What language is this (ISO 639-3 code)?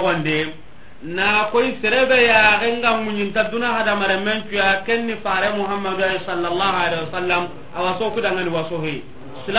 snk